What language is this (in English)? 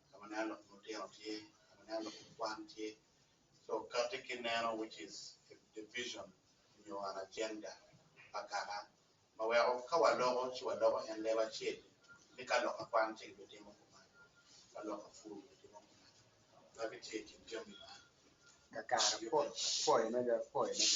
Acoli